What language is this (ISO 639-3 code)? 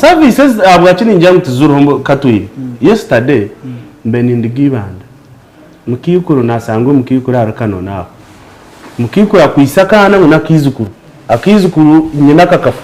nyn